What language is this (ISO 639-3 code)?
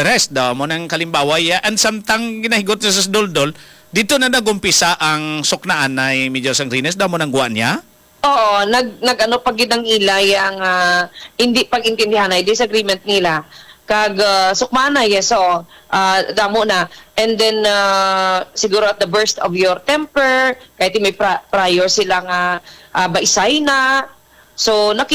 hil